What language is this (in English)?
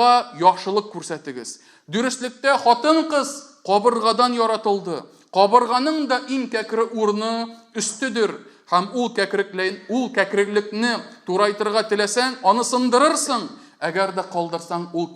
Tatar